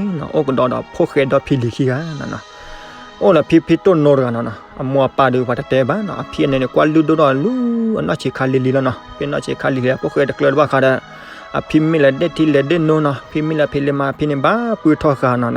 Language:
S'gaw Karen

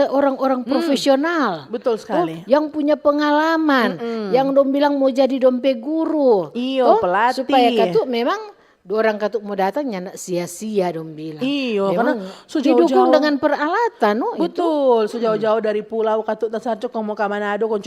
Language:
Manado Malay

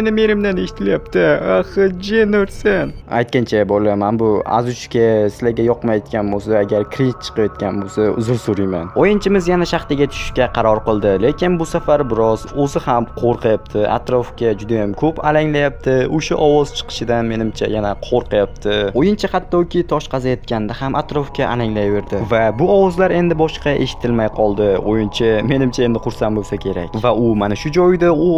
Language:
Uzbek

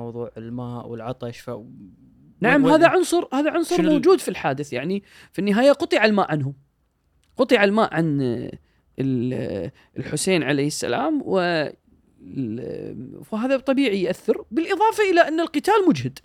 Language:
Gulf Arabic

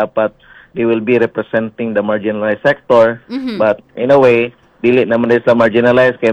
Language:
Cebuano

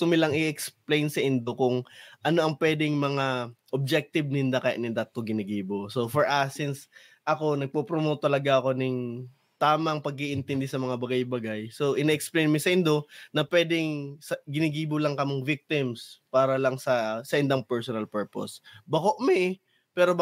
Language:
Bikol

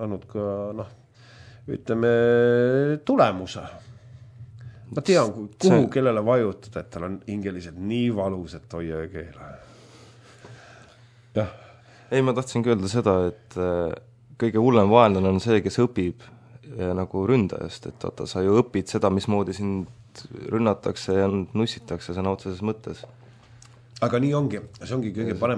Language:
Estonian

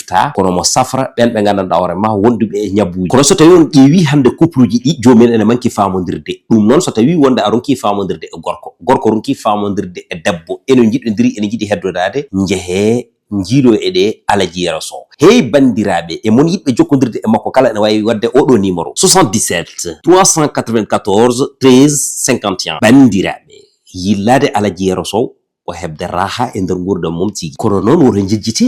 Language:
Fula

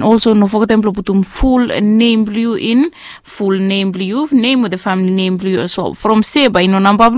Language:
Bislama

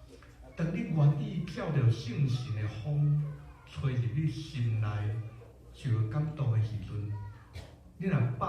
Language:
Min Nan Chinese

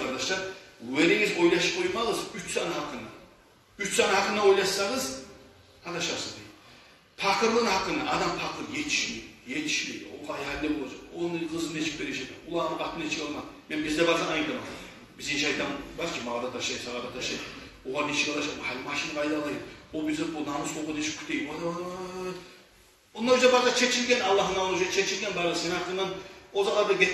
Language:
Kumyk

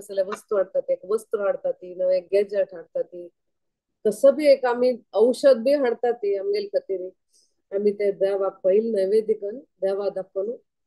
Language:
Konkani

